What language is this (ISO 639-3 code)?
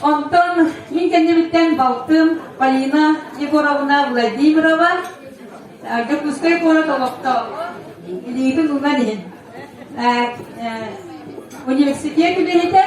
sah